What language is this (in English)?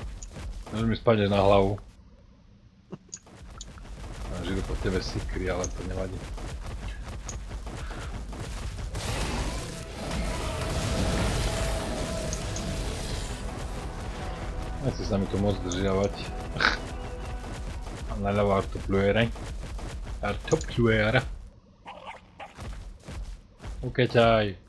Slovak